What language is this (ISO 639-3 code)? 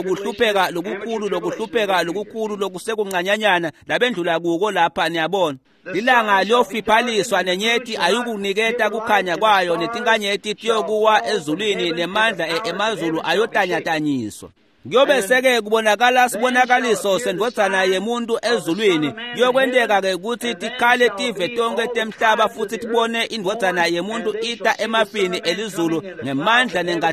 ssw